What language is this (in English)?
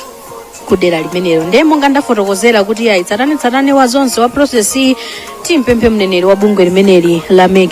Nyanja